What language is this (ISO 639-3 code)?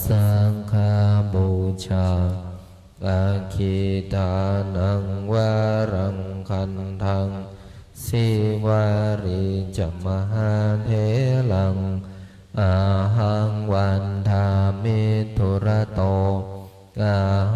pli